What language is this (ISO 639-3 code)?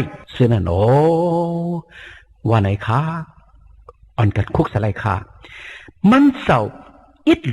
shn